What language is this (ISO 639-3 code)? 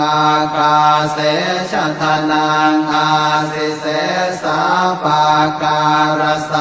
pli